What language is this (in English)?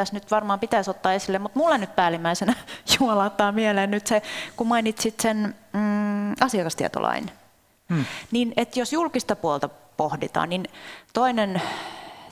Finnish